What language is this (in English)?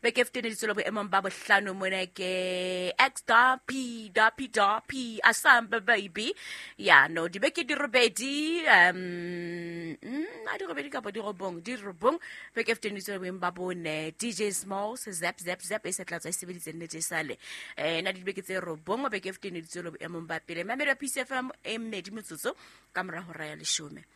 Southern Sotho